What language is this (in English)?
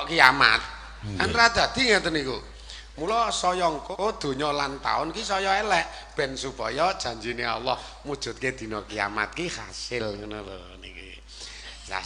Javanese